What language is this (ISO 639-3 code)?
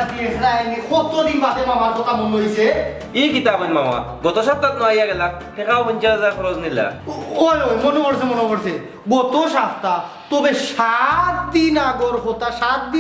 syl